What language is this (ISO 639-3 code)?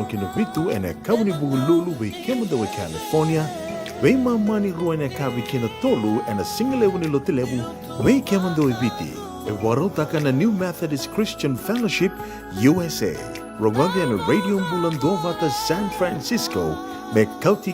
fij